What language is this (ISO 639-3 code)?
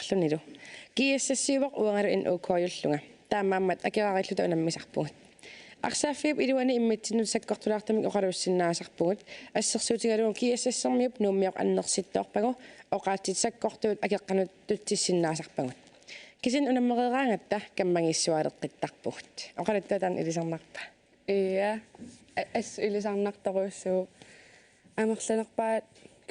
kal